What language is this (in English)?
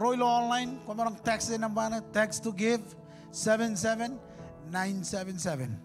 Marshallese